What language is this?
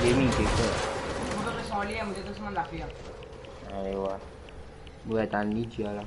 Morisyen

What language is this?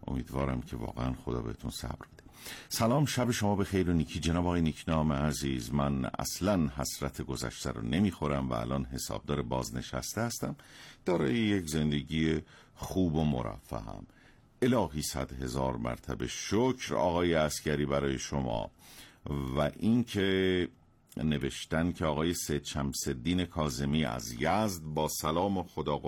Persian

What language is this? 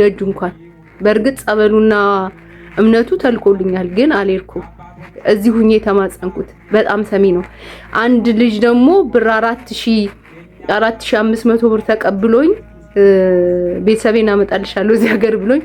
Amharic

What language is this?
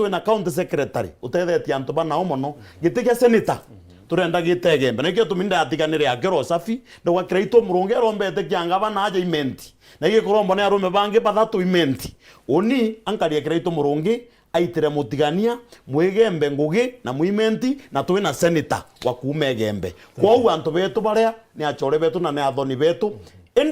Meru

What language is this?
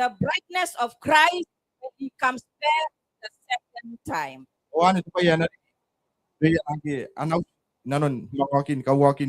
Gilbertese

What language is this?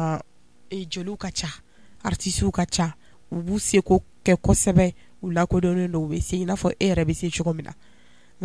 Bambara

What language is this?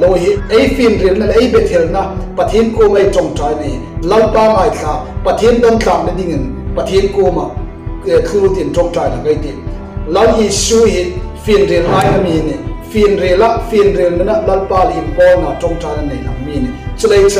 Hmar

